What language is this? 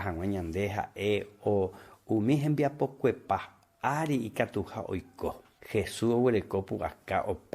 Guarani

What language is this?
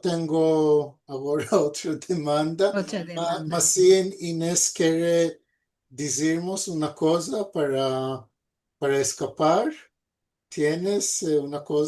Ladino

